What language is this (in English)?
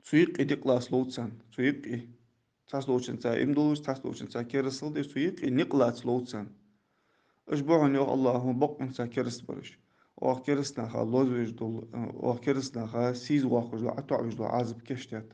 Ingush